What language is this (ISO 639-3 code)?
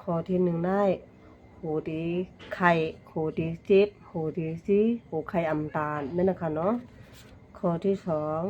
shn